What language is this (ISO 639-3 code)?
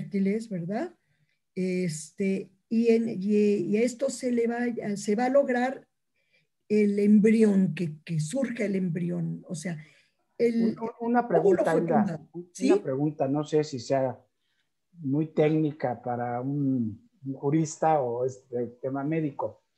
spa